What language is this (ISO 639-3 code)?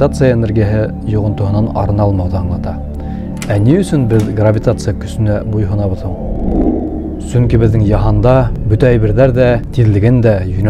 bak